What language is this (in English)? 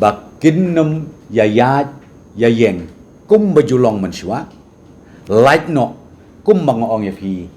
Khasi